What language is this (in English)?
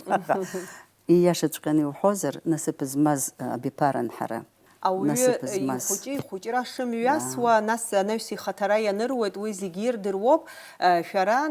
Abkhazian